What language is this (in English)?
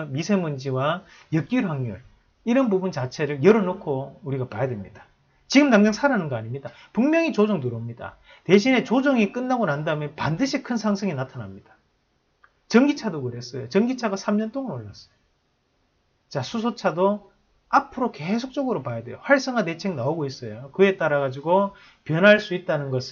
Korean